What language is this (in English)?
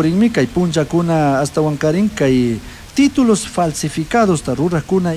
Chimborazo Highland Quichua